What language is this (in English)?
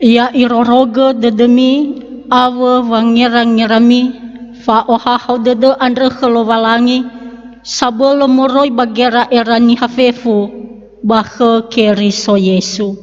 Nias